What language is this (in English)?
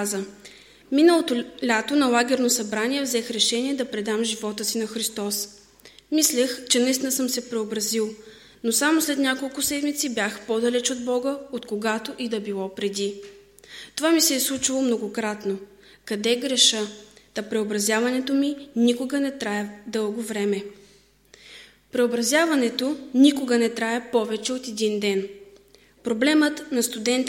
Bulgarian